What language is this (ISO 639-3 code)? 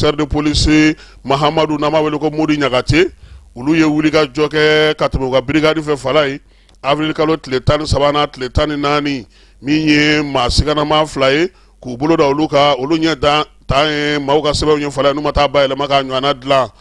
bam